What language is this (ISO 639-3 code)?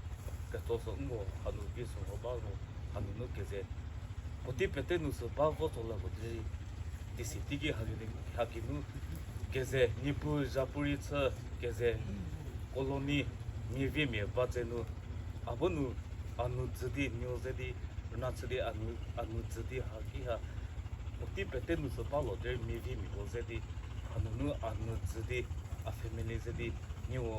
nri